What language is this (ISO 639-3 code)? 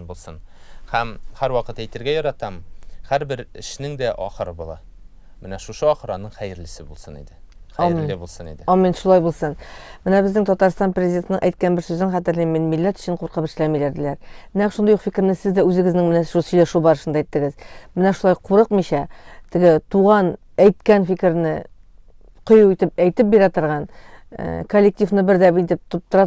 tat